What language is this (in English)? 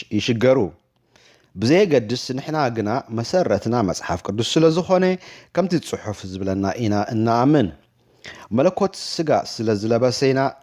Tigrinya